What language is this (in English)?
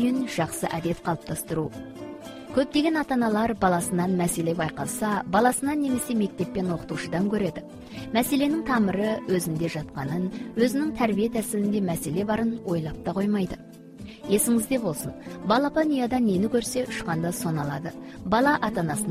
Kazakh